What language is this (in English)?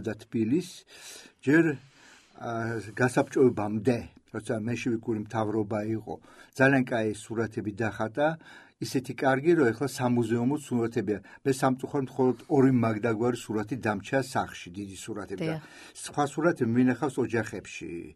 Georgian